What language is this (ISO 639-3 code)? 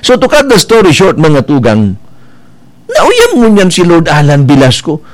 bik